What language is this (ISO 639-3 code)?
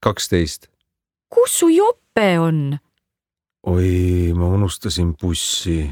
est